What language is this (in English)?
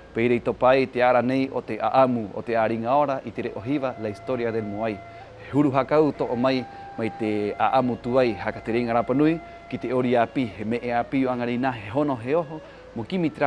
Rapanui